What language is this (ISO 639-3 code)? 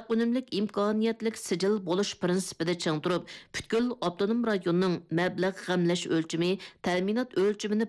uig